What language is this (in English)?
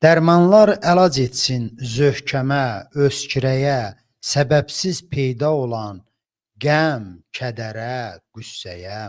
Azerbaijani